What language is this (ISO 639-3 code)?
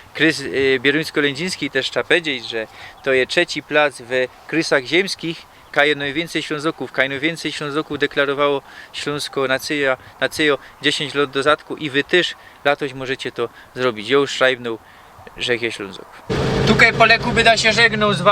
szl